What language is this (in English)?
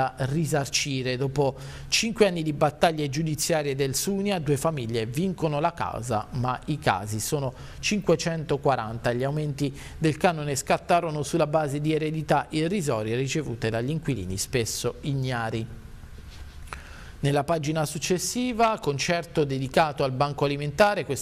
Italian